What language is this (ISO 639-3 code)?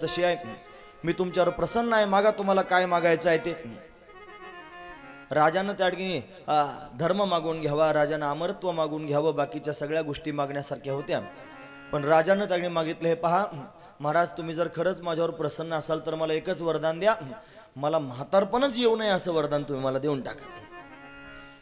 mar